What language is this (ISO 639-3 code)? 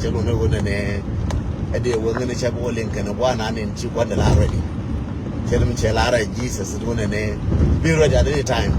nus